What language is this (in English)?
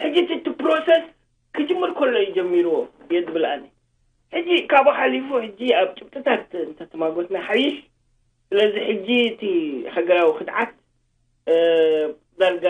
Tigrinya